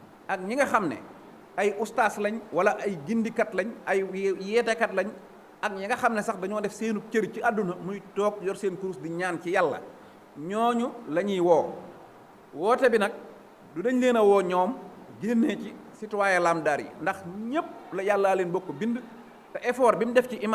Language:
Wolof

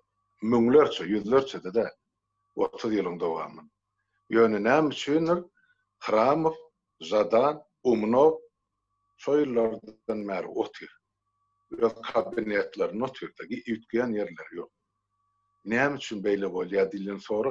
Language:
Turkmen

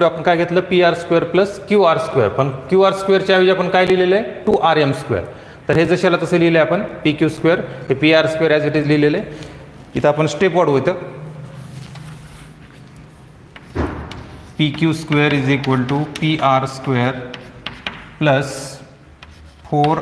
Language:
Marathi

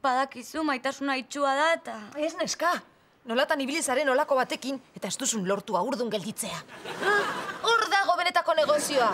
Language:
Basque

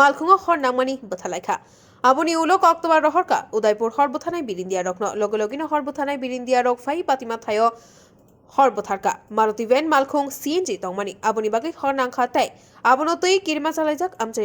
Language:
Kok Borok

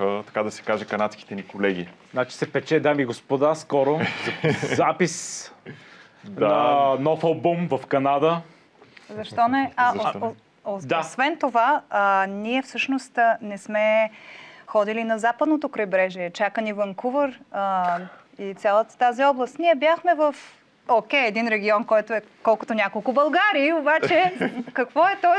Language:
Bulgarian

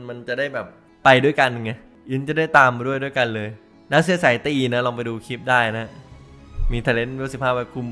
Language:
Thai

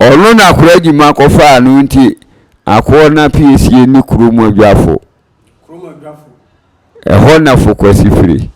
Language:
Akan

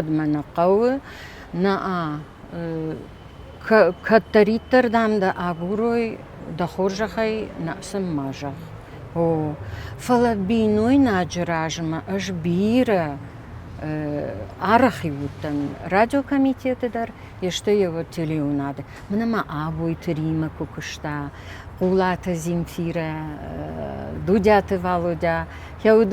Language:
Ossetic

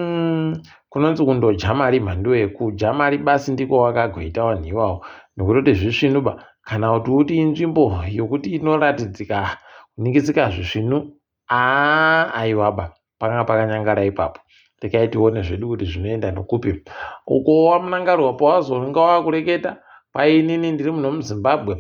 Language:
Ndau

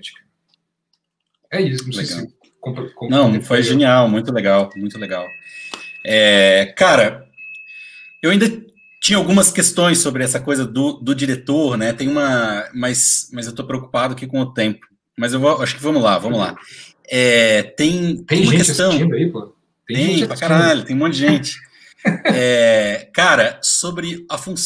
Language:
Portuguese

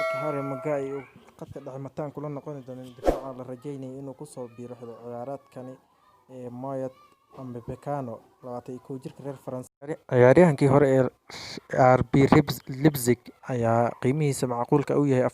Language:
Somali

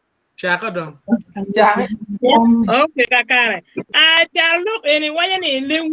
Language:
Acoli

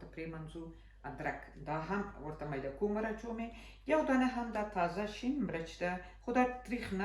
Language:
Pashto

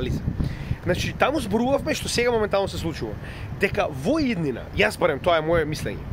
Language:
Macedonian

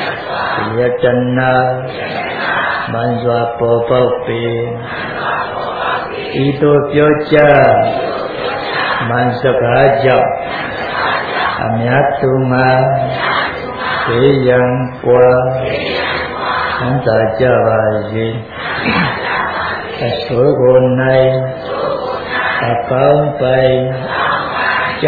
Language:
Burmese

